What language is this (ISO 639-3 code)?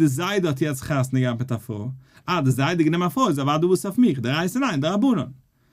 yid